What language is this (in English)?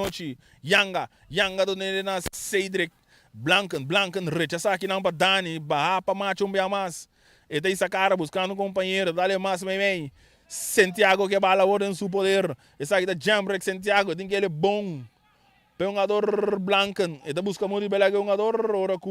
Papiamento